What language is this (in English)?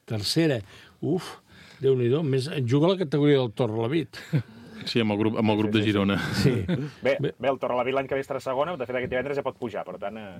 Catalan